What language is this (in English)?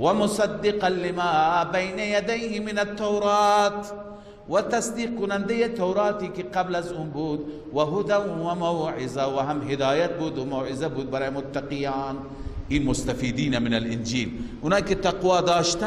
Persian